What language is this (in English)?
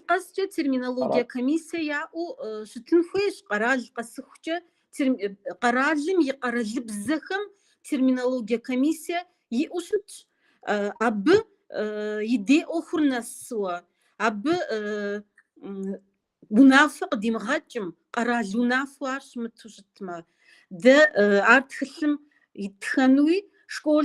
Kabardian